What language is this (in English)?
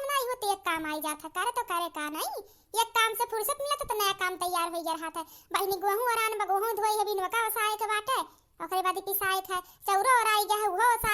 Awadhi